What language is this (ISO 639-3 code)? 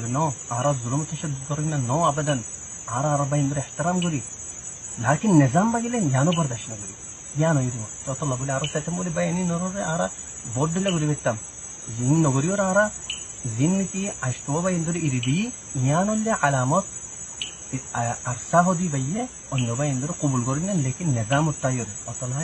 rhg